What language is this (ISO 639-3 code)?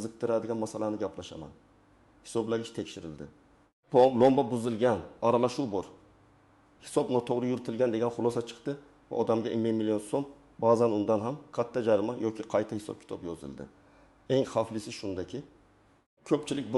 uzb